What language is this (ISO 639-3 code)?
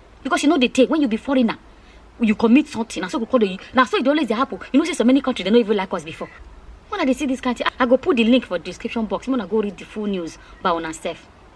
pcm